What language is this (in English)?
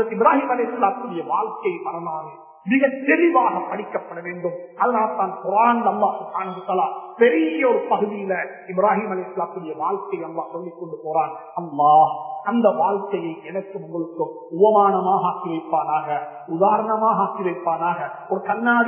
Tamil